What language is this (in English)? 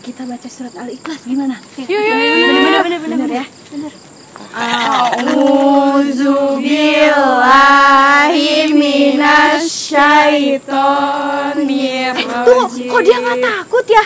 Betawi